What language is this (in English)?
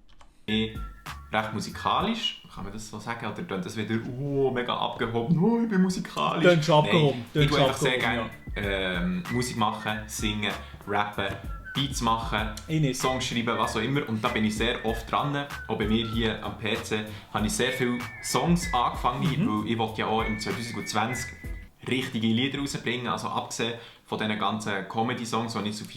Swiss German